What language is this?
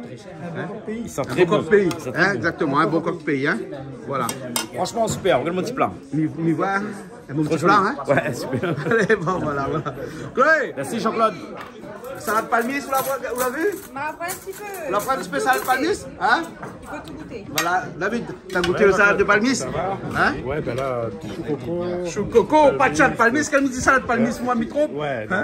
Réunion Creole French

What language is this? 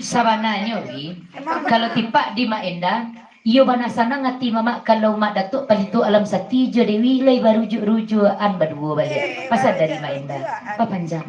Minangkabau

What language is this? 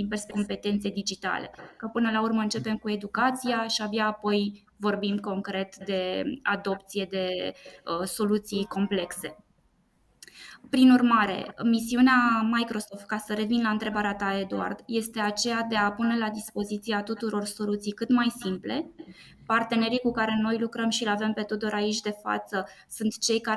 Romanian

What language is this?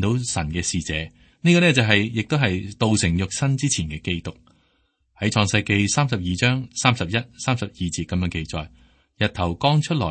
Cantonese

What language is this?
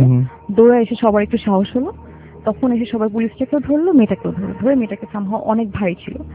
Bangla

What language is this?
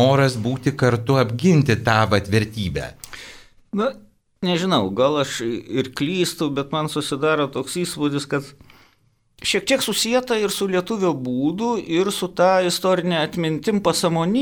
Lithuanian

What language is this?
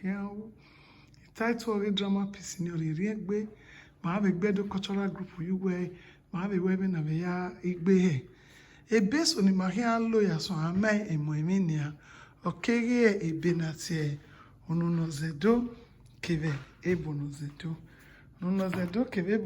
Bini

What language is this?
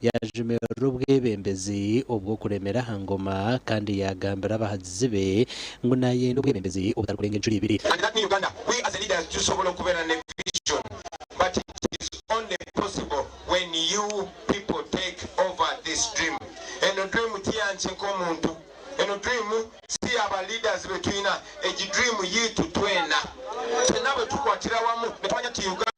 Nyankole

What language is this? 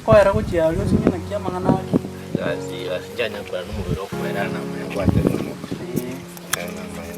Gusii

